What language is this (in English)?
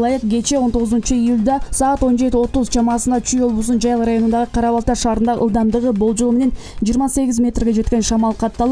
Kyrgyz